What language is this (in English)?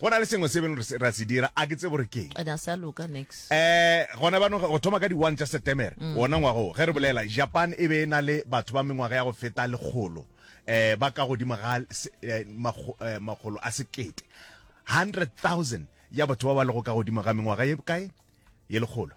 Northern Sotho